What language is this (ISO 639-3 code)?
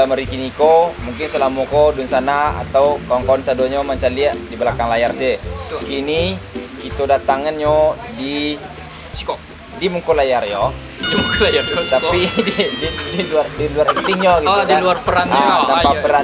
min